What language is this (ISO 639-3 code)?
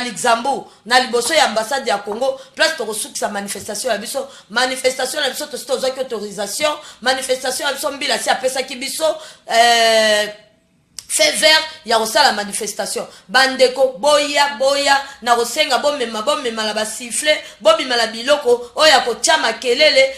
lin